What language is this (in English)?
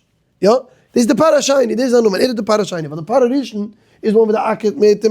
Yiddish